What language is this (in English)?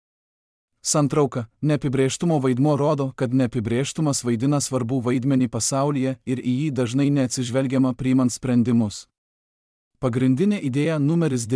Lithuanian